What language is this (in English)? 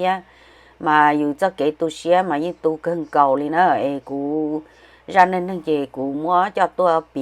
Hmong